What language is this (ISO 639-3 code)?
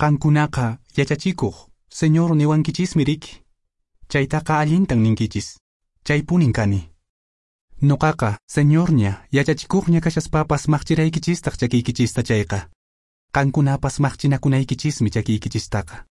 que